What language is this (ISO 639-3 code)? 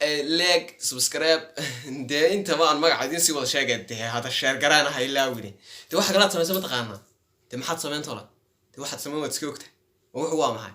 som